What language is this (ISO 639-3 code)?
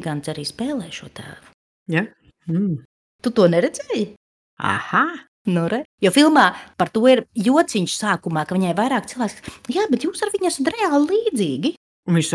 lav